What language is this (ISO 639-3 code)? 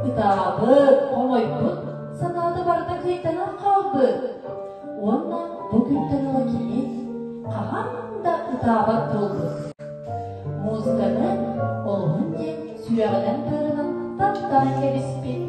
sah